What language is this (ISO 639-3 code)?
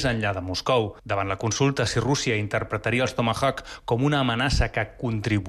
cat